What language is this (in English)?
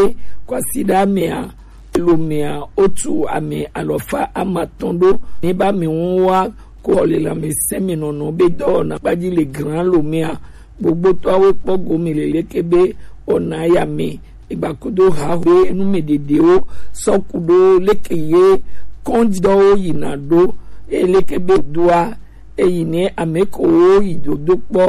Gen